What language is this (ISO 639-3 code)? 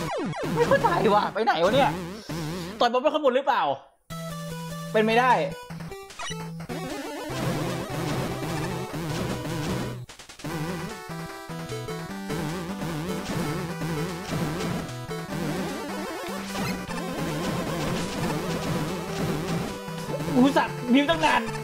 tha